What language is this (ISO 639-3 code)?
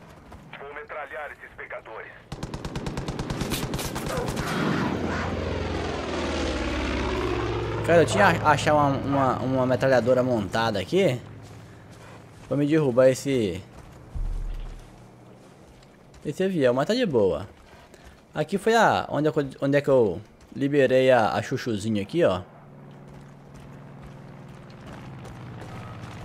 por